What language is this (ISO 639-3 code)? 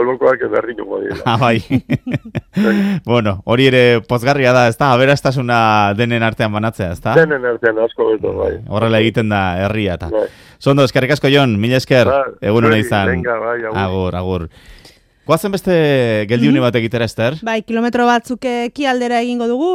eus